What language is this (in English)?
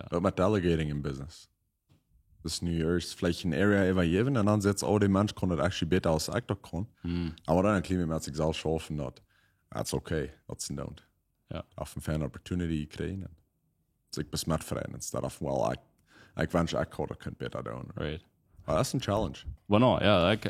Plautdietsch